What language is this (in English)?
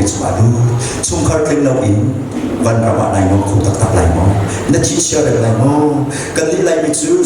Hakha Chin